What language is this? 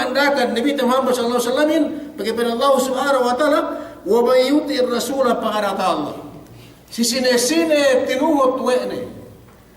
Yakan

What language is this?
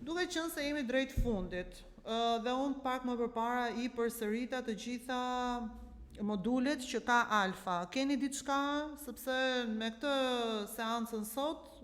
Albanian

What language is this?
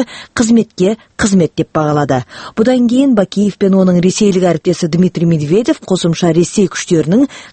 Kazakh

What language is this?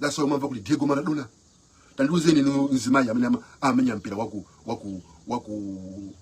Nyanja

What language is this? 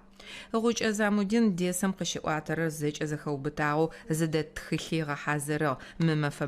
Adyghe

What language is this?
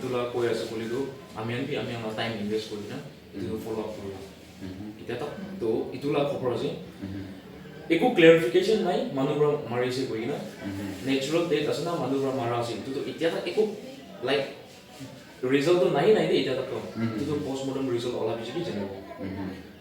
Naga Pidgin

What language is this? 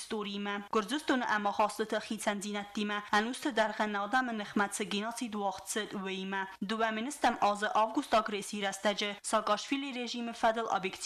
Ossetic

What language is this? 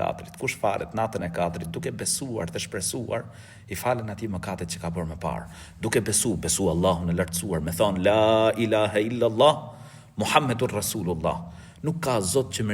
Albanian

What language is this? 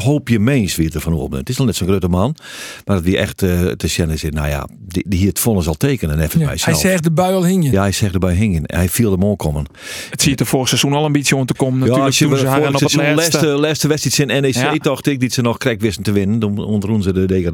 Western Frisian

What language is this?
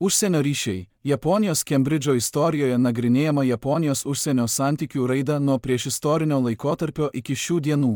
Lithuanian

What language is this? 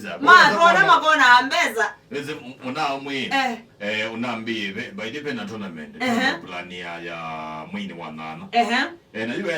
Kamba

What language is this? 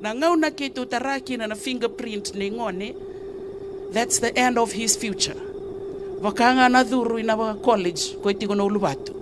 Fijian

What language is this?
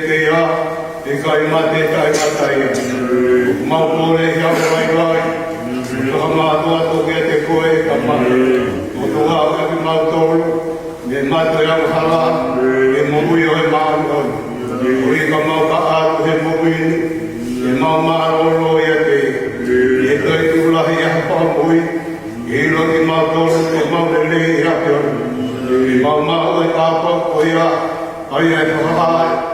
Tongan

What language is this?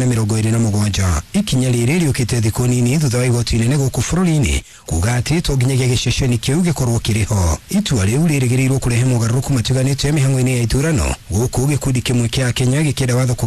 Kikuyu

